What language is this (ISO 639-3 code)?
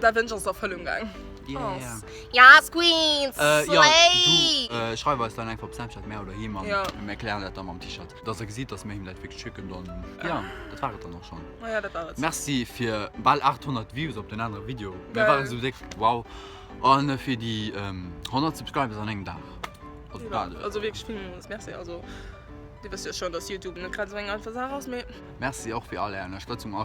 ltz